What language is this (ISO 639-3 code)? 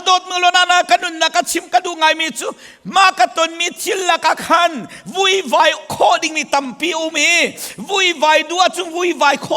cnh